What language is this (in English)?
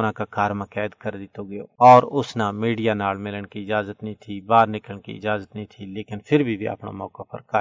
Gujari